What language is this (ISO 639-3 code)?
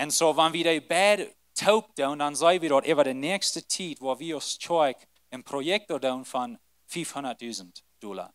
pdt